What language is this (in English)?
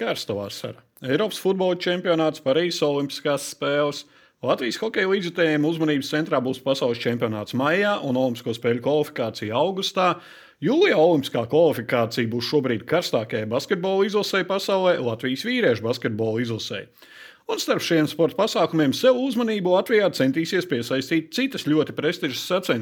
Latvian